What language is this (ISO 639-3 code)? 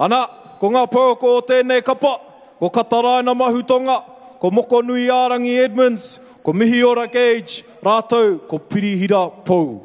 mri